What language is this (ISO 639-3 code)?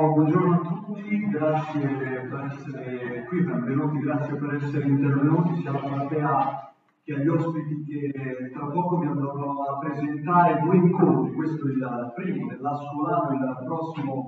ita